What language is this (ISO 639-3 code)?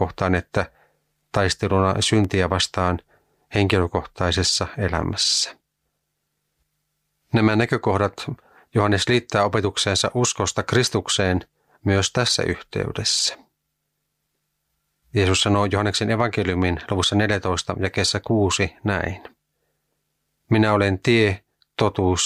fin